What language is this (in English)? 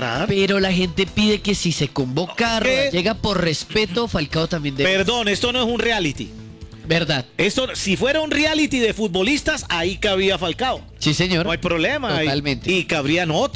Spanish